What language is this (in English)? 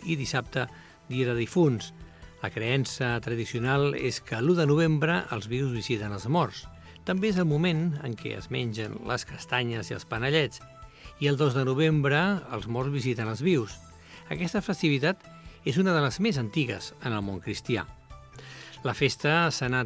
Catalan